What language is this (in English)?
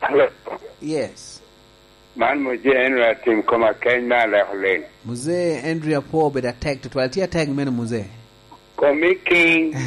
Lango (Uganda)